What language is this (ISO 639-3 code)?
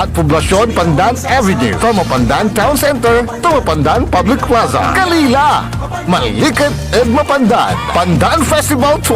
pag